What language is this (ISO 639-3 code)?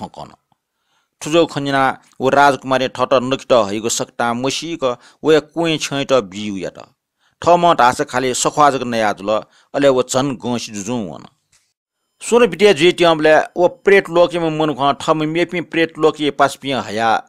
new